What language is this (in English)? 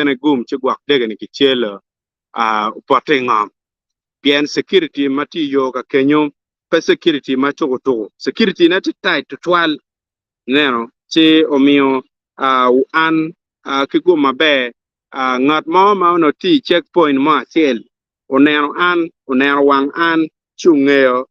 Acoli